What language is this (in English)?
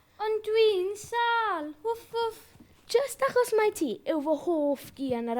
Welsh